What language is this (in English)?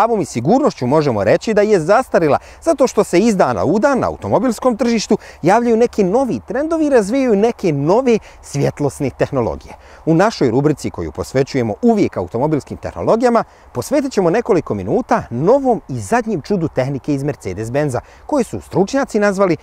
Bosnian